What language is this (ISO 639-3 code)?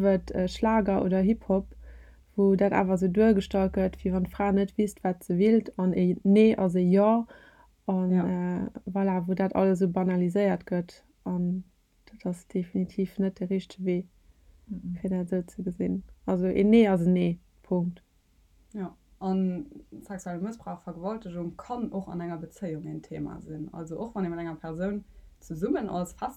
ltz